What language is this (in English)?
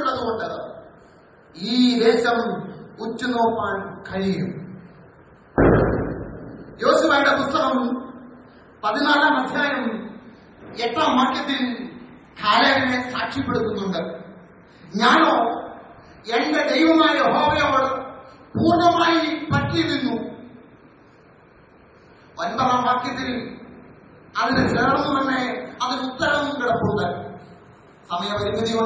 Malayalam